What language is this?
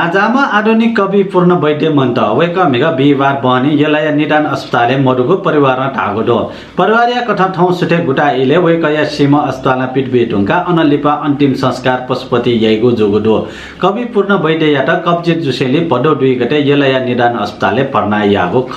Newari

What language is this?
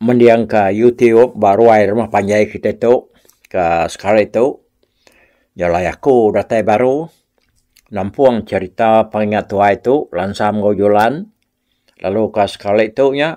Iban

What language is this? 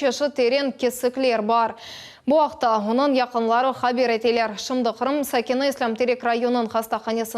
Crimean Tatar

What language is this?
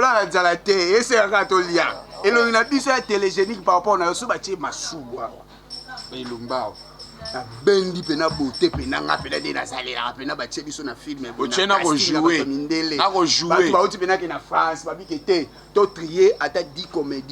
Lingala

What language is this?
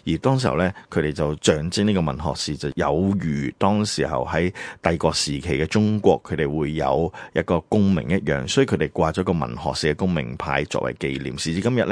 Cantonese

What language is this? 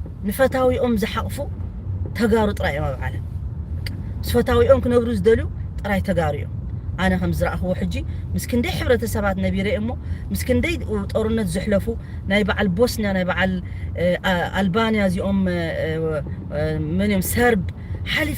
Tigrinya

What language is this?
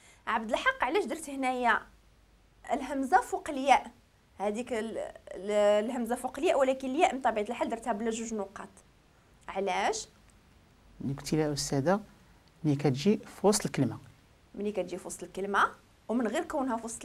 Moroccan Arabic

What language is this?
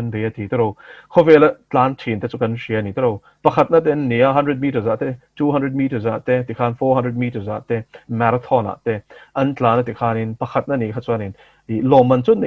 Mizo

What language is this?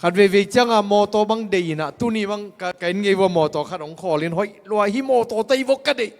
Tedim Chin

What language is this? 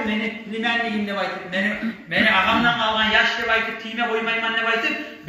Kumyk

